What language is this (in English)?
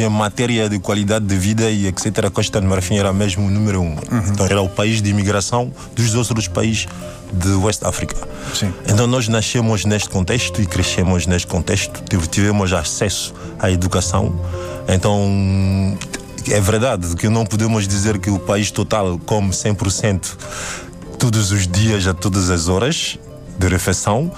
Portuguese